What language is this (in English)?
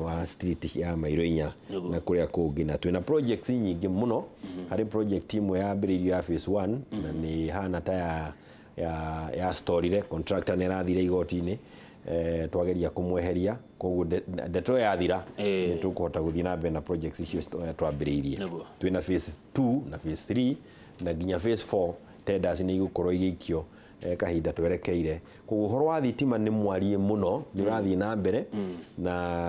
Kikuyu